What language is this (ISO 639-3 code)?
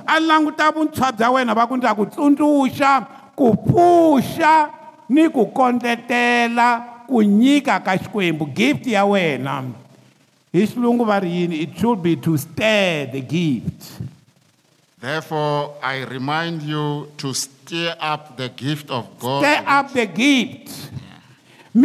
tso